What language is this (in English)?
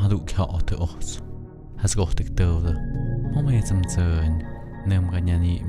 Tlahuitoltepec Mixe